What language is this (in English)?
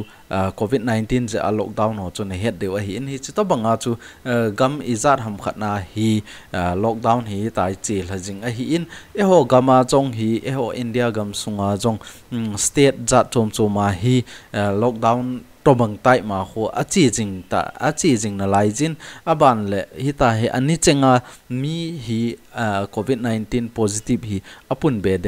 Thado Chin